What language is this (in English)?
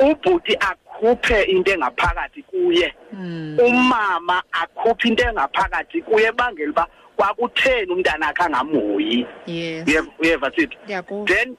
Xhosa